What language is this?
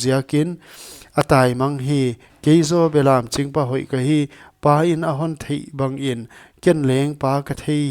Paite Chin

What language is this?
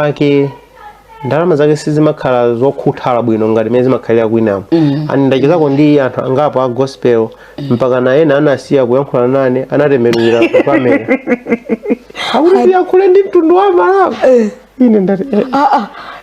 Nyanja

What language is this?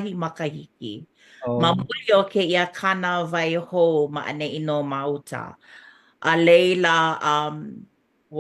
Hawaiian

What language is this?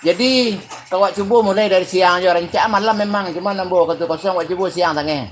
Minangkabau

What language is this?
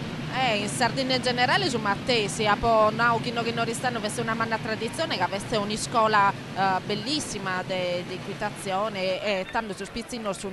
Sardinian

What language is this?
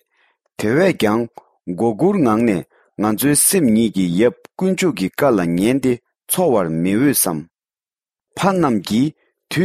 Tibetan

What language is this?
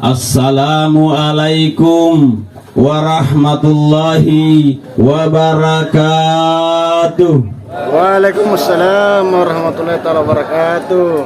Makasar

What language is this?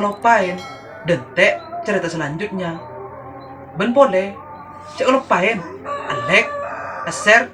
Madurese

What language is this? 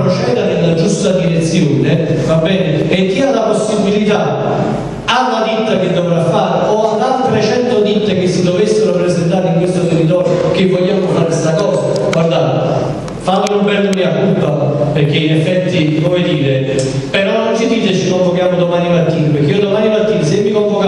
Italian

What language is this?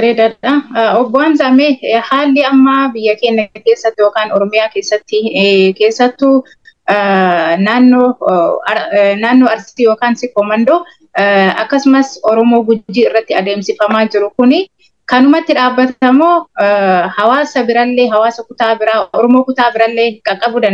Oromo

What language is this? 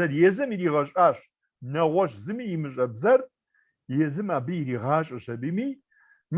Kabardian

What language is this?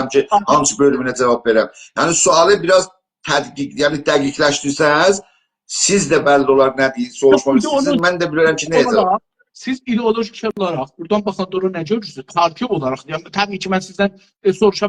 South Azerbaijani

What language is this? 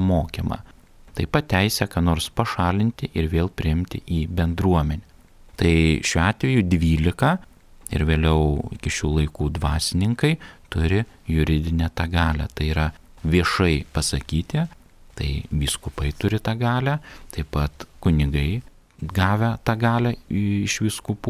Lithuanian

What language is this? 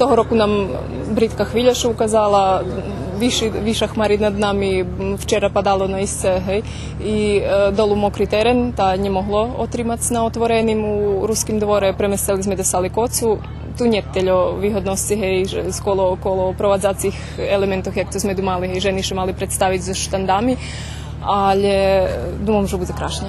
Rusyn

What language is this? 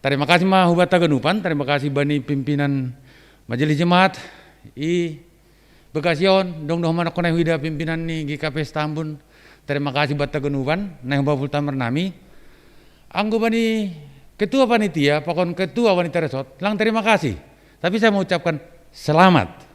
Batak Simalungun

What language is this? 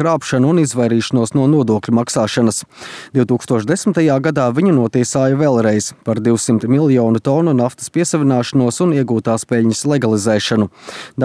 Latvian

